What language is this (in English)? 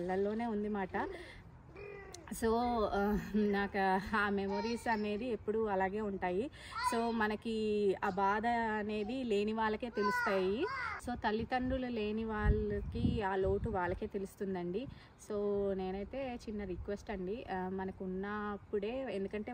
Telugu